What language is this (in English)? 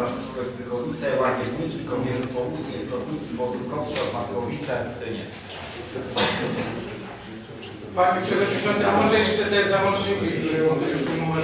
Polish